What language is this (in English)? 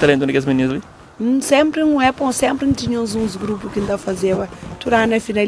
Kabuverdianu